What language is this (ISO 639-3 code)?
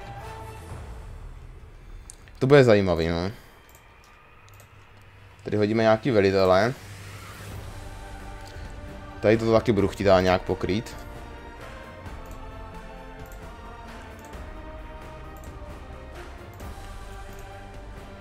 ces